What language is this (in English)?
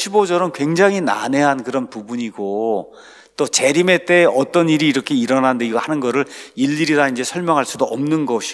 Korean